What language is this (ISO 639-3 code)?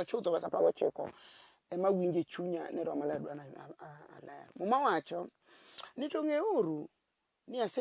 luo